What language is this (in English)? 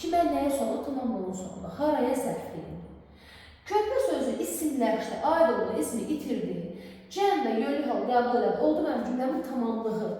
Azerbaijani